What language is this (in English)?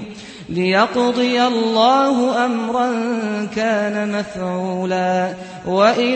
Azerbaijani